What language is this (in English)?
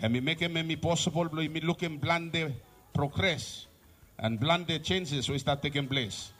Bislama